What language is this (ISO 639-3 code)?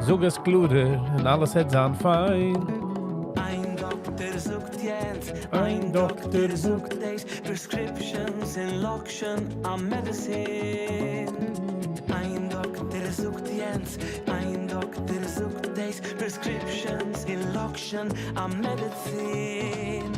yid